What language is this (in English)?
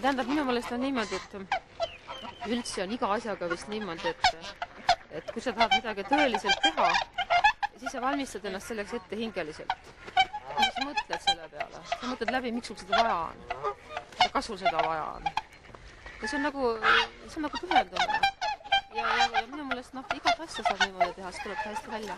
Estonian